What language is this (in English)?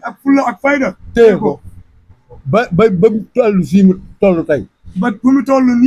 Wolof